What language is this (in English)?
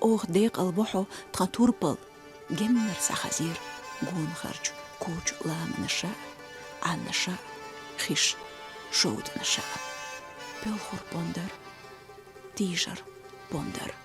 Chechen